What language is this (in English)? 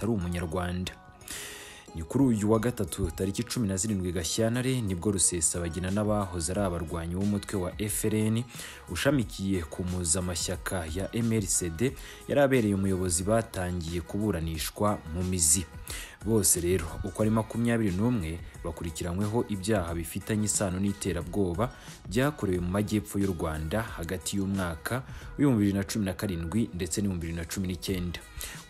Kinyarwanda